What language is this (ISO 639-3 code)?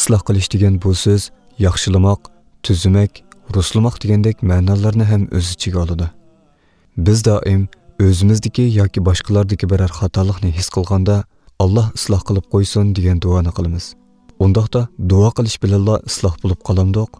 uig